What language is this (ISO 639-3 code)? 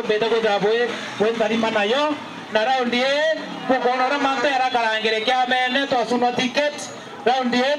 mer